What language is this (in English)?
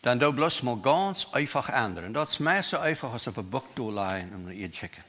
Plautdietsch